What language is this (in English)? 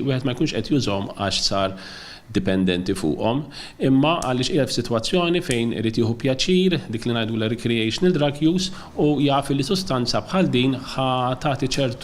Maltese